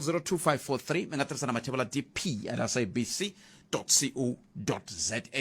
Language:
Tsonga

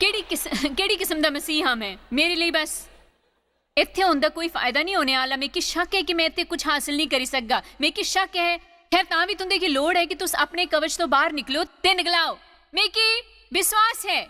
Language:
Dogri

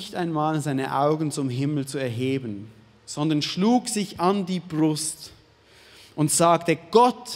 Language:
Swiss German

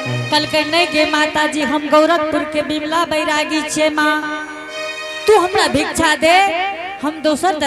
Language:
Angika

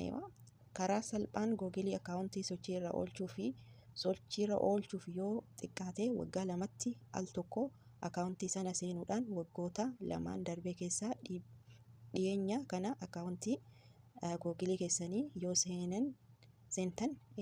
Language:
Oromo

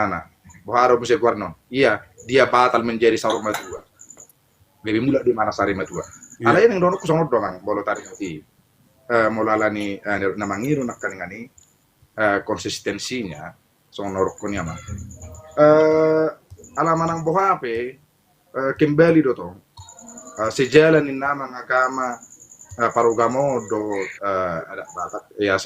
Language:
Batak Toba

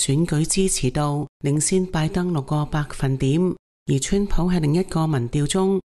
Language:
Cantonese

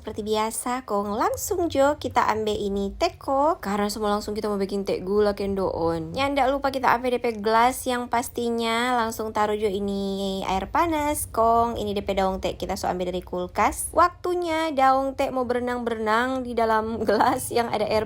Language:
Manado Malay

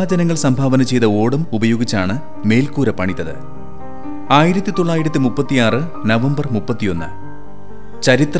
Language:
Malayalam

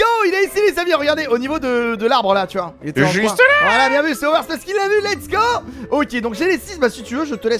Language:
French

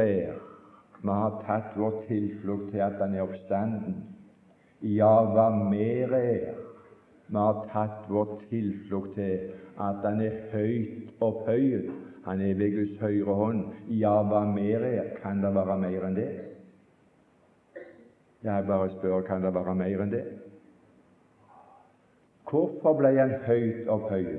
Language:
Norwegian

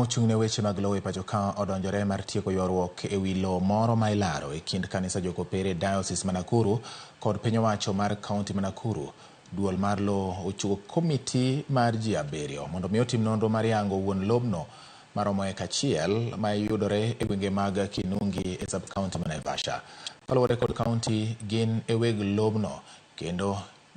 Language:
Luo (Kenya and Tanzania)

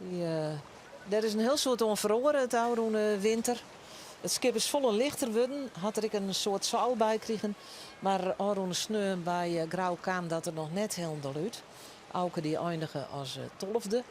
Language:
Western Frisian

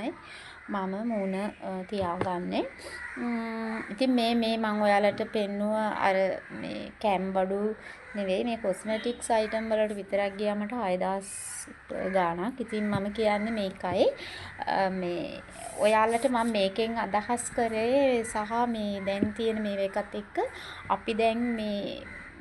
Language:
Sinhala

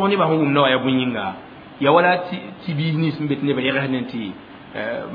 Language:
Mossi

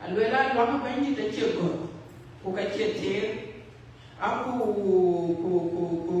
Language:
Dinka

